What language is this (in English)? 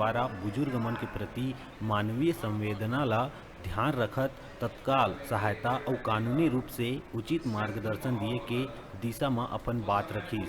Chhattisgarhi